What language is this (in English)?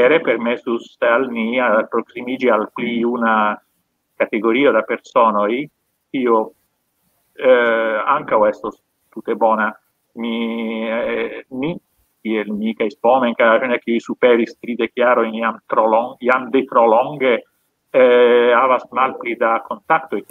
Esperanto